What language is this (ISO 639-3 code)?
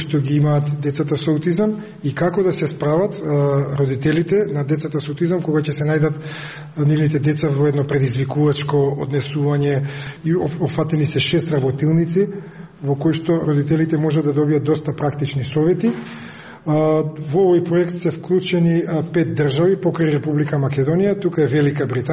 mkd